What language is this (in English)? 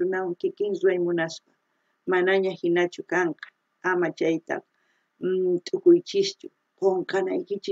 South Bolivian Quechua